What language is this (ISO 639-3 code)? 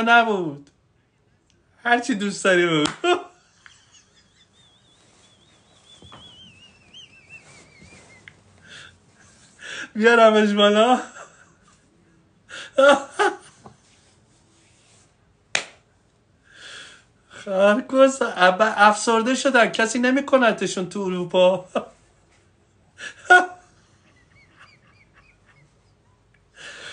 fas